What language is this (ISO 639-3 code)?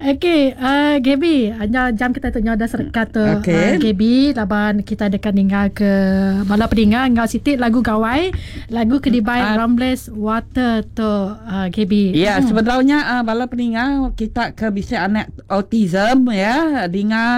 iba